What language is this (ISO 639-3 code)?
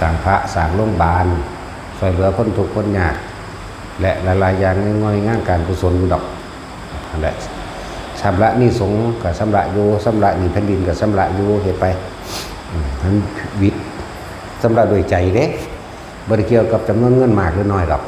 tts